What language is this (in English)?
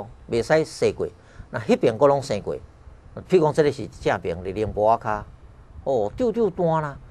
Min Nan Chinese